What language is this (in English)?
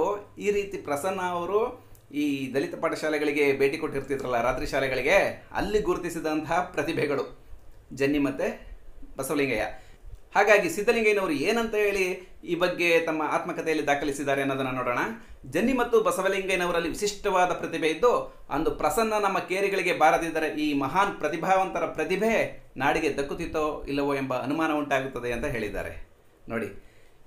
Kannada